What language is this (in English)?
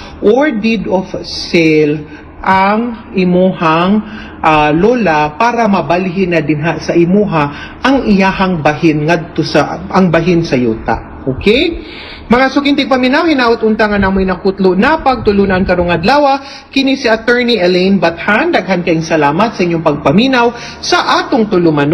Cebuano